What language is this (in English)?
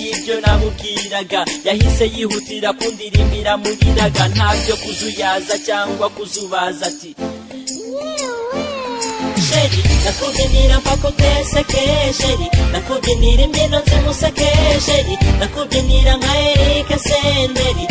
Kinyarwanda